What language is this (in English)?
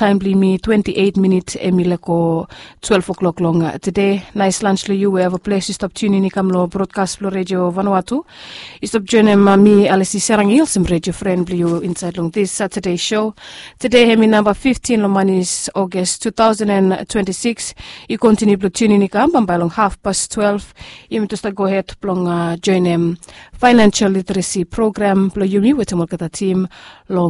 Bislama